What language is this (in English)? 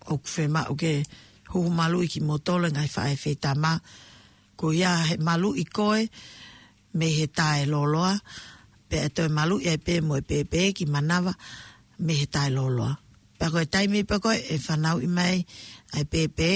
Tongan